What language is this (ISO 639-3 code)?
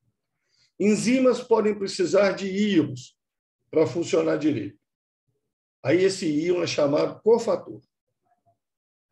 por